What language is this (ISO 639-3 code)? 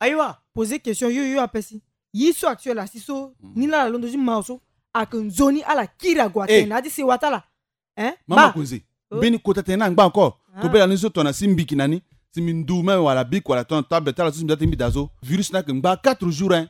sag